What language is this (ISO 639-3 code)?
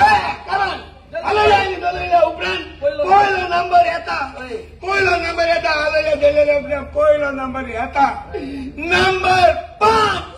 kok